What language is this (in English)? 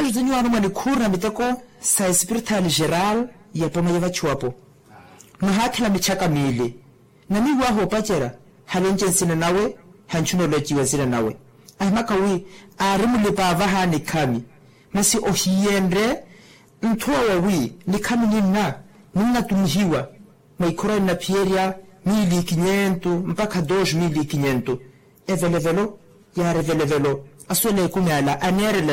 Makhuwa